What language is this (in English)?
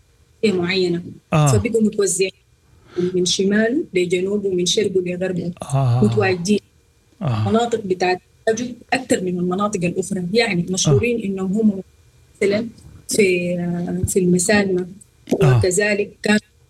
Sudanese Arabic